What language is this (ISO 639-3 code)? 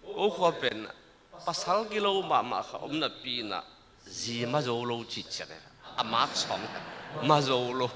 ctd